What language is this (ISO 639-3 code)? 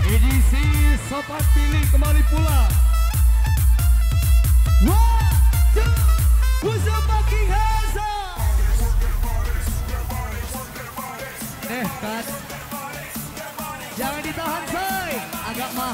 ind